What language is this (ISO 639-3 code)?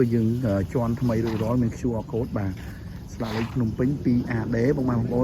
khm